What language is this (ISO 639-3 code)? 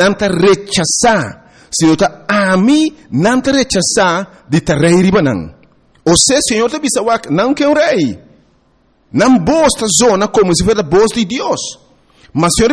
pap